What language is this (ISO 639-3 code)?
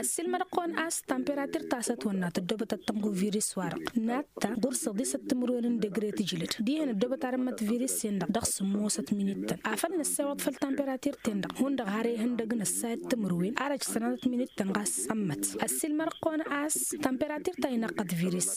taq